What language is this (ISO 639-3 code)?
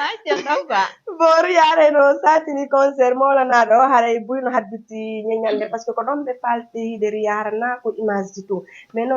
ful